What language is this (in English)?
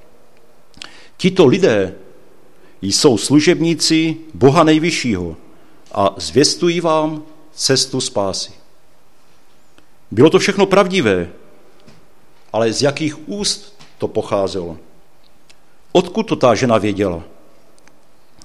Czech